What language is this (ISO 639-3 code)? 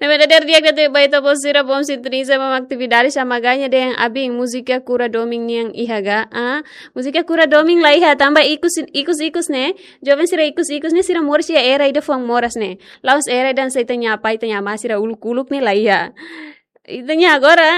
tet